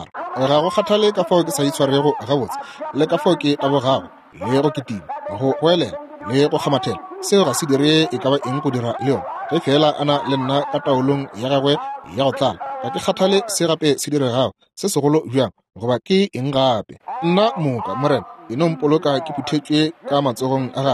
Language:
Northern Sotho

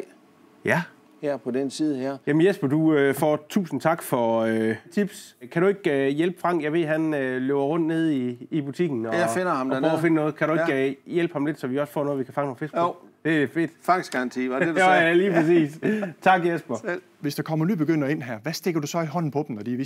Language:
Danish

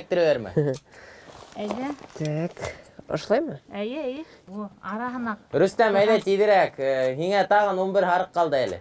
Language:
Bashkir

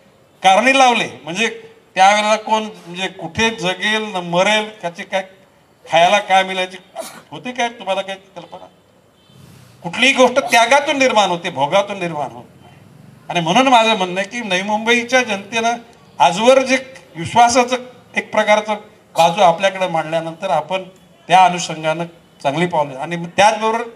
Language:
Marathi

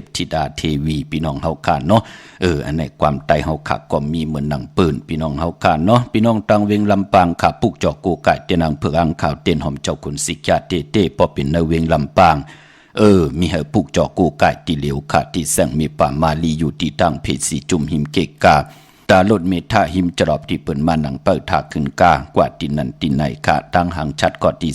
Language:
Shan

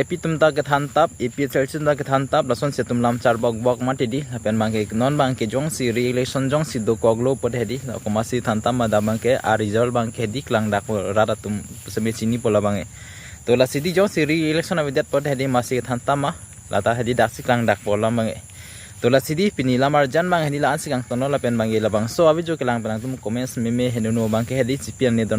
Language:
Karbi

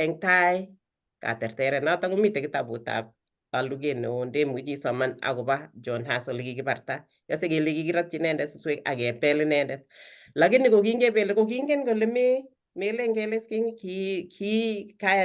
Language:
Kalenjin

